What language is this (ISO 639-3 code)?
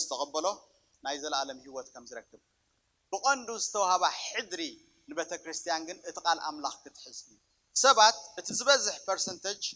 tir